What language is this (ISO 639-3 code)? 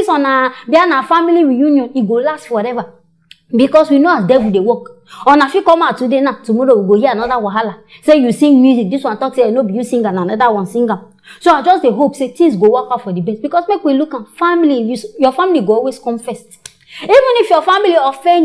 pcm